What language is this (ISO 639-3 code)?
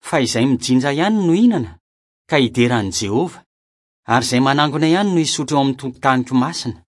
mlg